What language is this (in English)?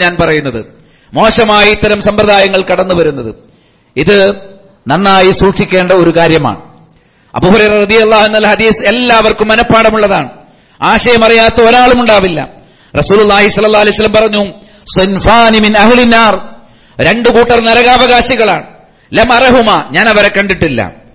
Malayalam